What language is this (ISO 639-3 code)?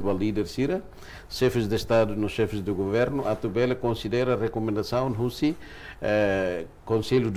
tet